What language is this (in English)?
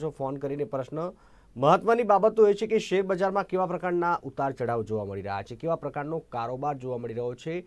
Gujarati